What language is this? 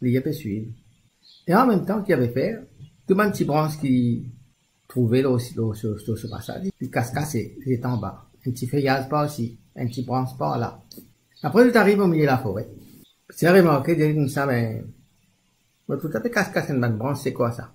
Morisyen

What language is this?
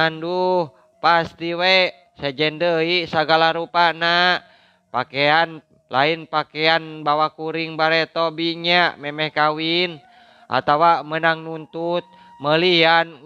Sundanese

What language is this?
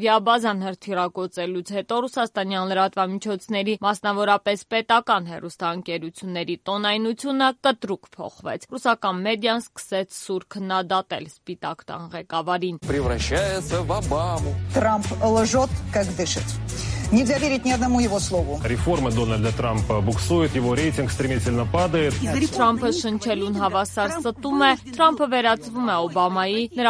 Armenian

